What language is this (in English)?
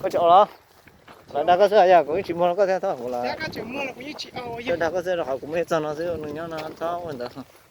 Hmong